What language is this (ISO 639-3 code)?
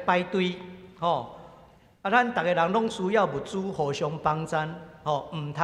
nan